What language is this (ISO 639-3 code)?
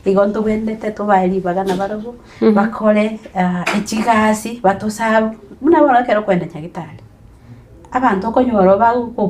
guz